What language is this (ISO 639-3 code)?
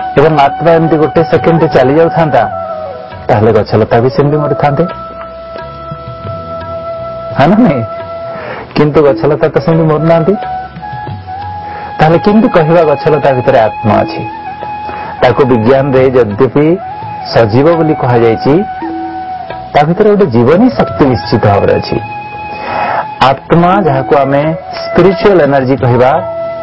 ori